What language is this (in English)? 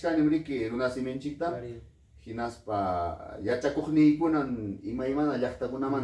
Ayacucho Quechua